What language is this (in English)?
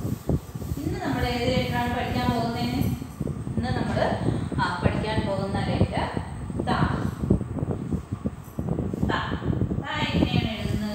Malayalam